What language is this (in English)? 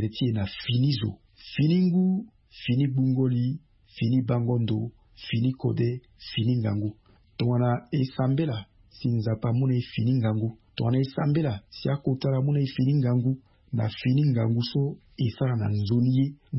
Sango